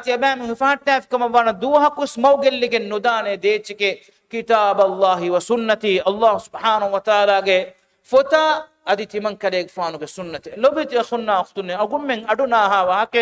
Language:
Divehi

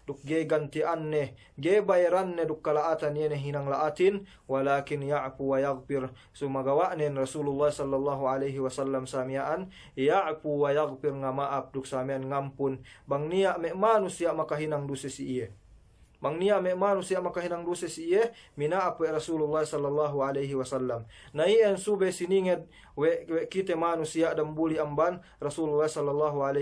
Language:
Yakan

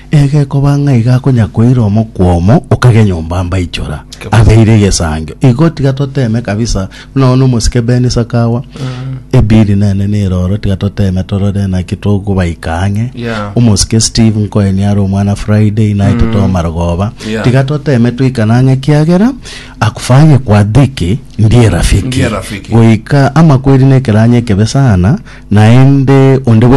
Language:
Gusii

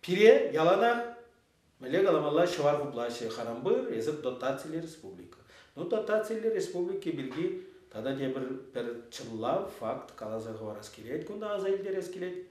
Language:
Chuvash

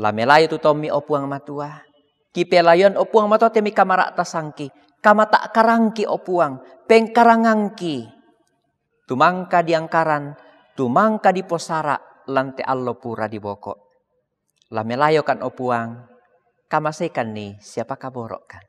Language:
Toraja-Sa'dan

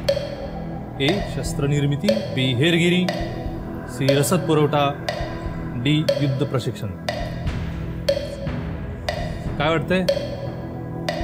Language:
Marathi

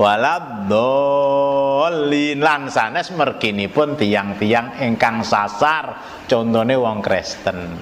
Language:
Javanese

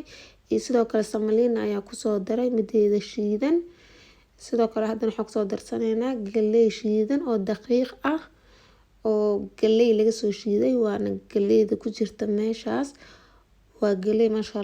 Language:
Somali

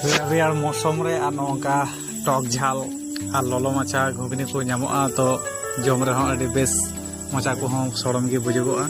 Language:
Santali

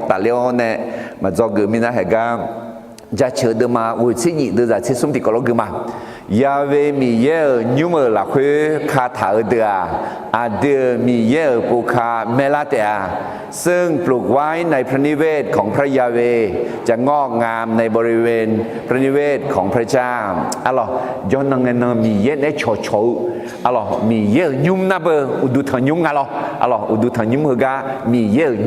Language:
Akha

